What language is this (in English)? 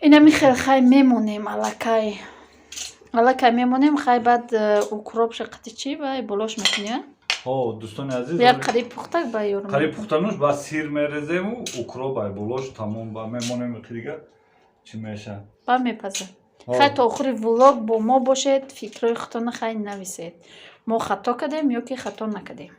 Tajik